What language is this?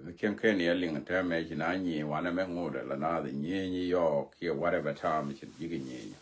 Nuer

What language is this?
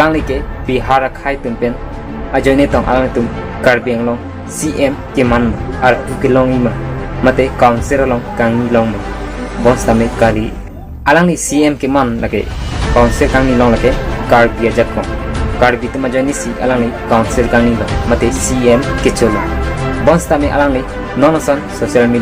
Karbi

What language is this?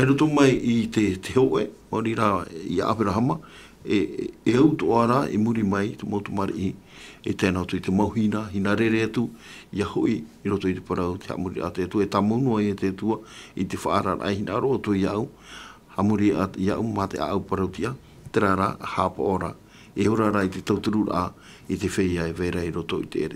Tahitian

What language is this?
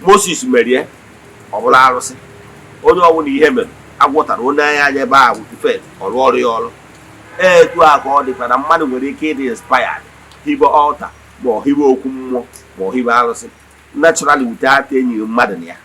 Igbo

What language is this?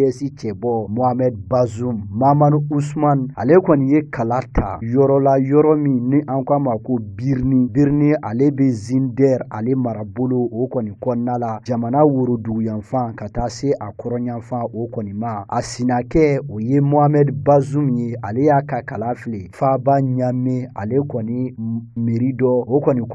Bambara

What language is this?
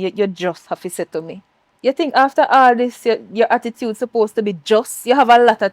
Jamaican Creole English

